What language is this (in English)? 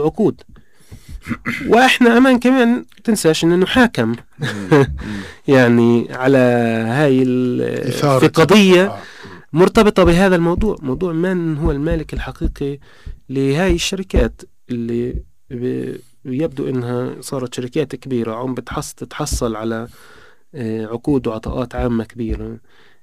North Levantine Arabic